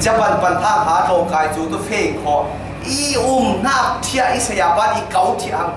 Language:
Falam Chin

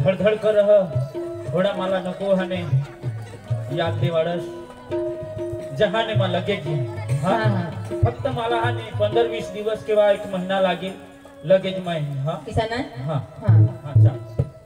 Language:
Marathi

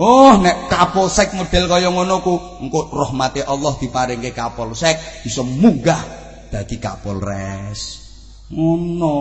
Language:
Javanese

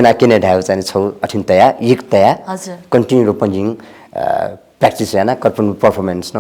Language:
Newari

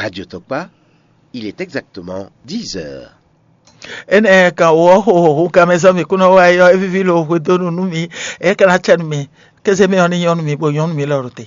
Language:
Fon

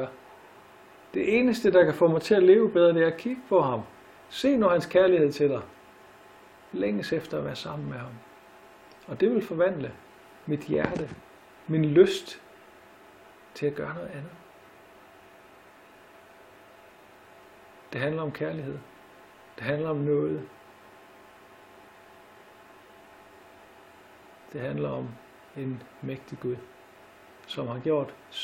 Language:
Danish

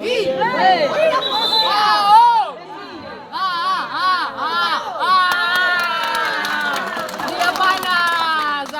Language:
Ambonese Malay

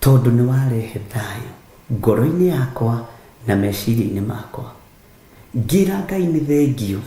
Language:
Kikuyu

